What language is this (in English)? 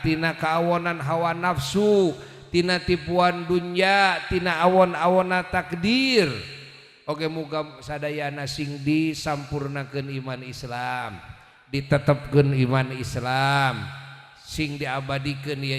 Sundanese